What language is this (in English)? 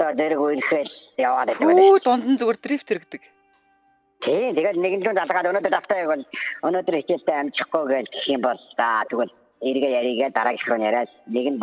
Mongolian